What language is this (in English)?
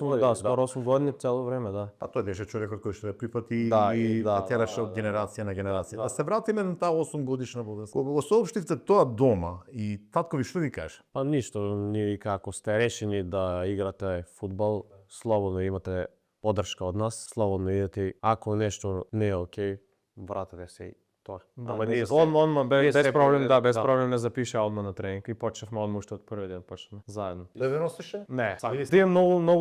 Macedonian